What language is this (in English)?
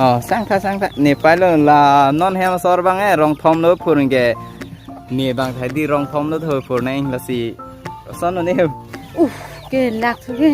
Karbi